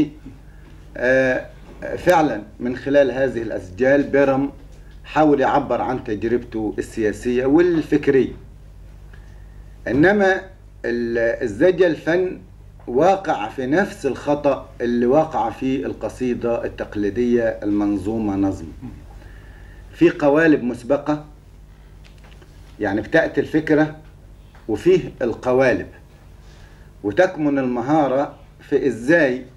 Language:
Egyptian Arabic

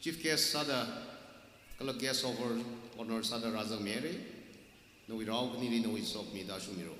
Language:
Tangkhul Naga (India)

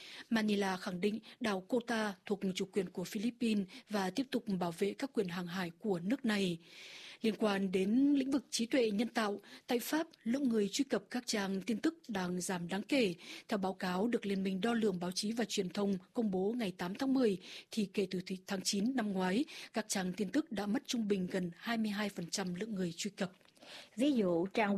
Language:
Vietnamese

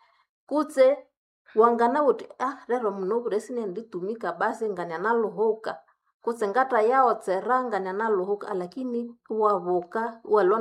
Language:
Nande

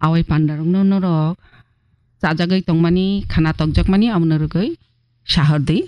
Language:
Kok Borok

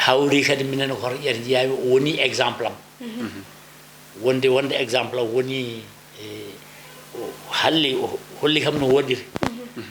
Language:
Fula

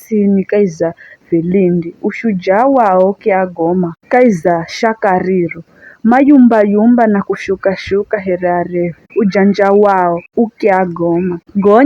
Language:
Giryama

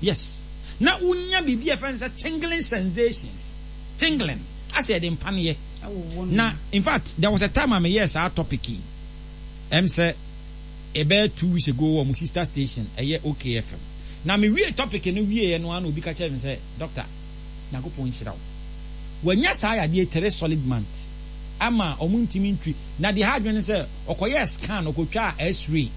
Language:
Akan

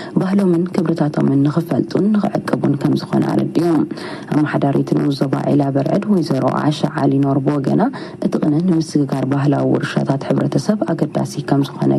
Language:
Tigrinya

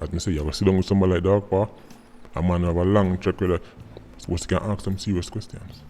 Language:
Jamaican Creole English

